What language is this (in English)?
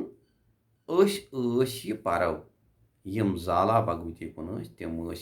Kashmiri